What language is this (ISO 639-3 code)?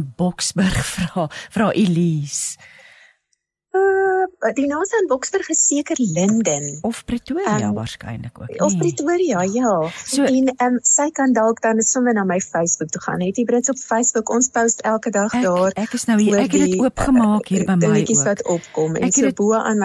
afr